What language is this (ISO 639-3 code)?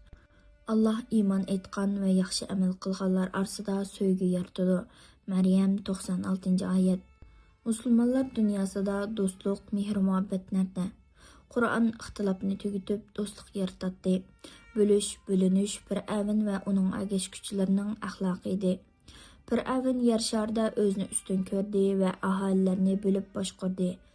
uig